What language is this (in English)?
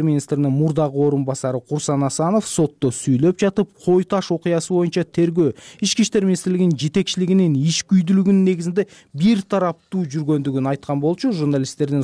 Kyrgyz